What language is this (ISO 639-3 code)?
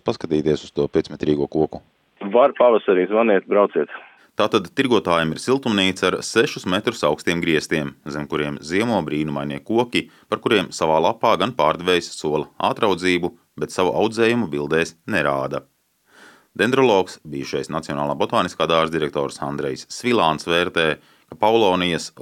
lav